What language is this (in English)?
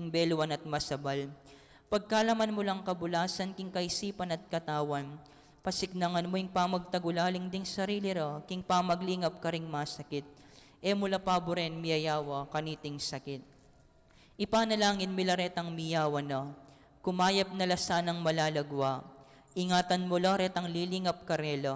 Pampanga